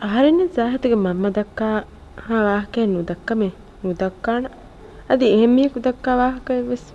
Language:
Divehi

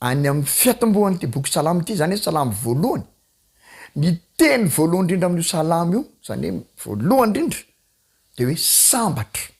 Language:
Malagasy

